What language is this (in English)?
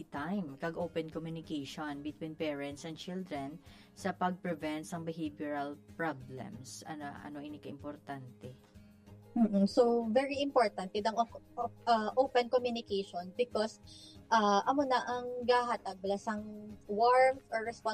Hiligaynon